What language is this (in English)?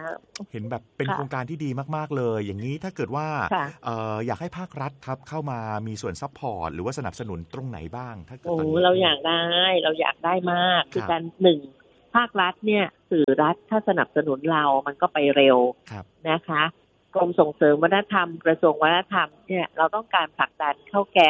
Thai